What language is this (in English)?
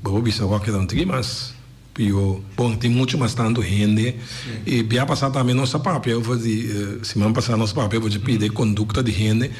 Papiamento